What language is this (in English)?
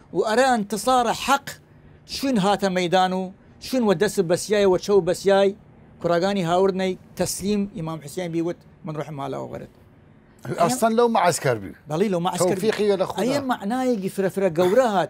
Southern Kurdish